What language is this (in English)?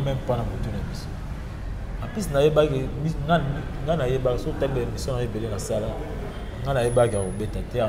Lingala